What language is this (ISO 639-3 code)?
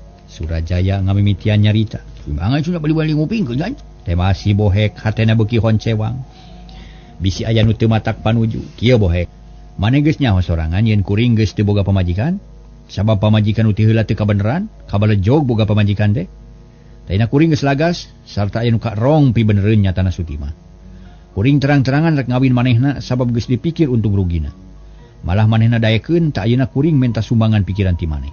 sun